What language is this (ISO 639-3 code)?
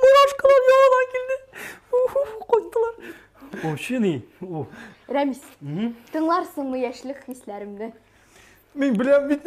tat